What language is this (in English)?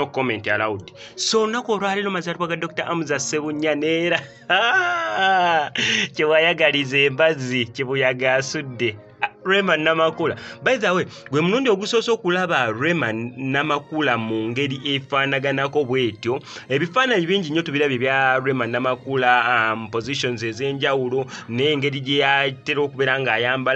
Ganda